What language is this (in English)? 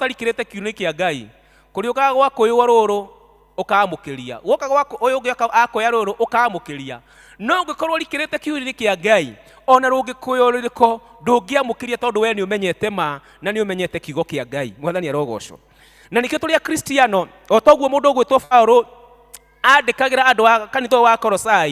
Kikuyu